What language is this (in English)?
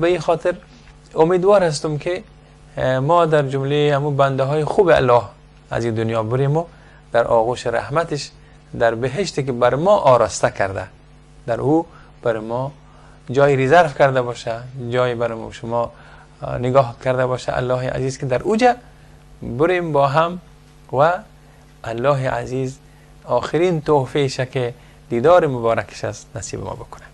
Persian